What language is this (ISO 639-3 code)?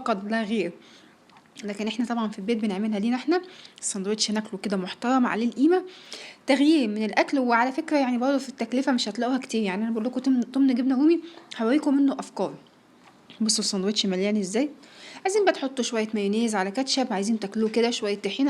arz